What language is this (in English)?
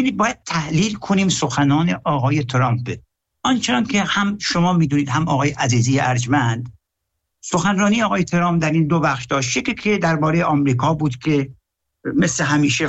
Persian